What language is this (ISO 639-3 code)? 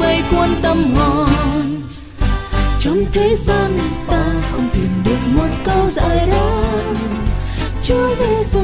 vie